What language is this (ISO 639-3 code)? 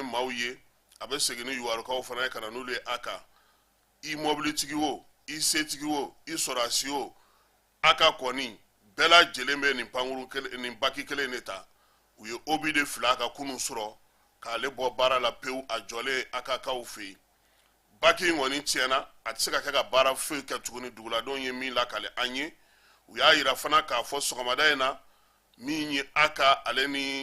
bam